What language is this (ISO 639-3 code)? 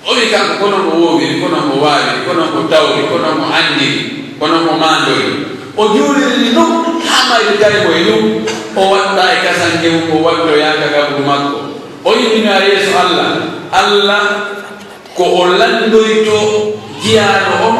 fuf